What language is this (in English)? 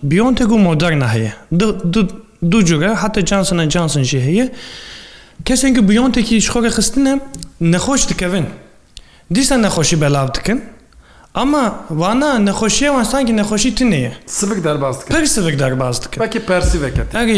Kurdish